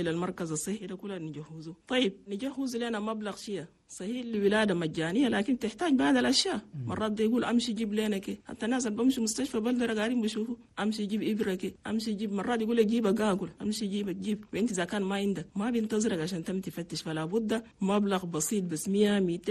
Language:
Chadian Arabic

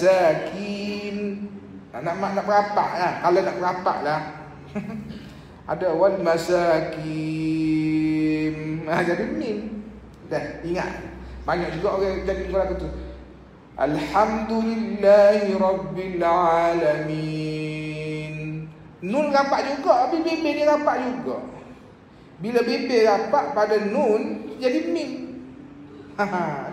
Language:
Malay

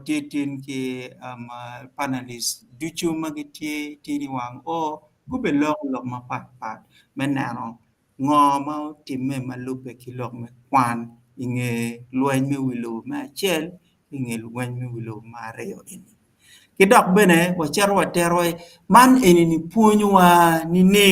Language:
Acoli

